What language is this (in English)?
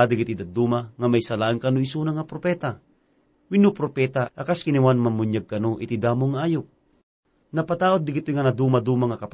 Iloko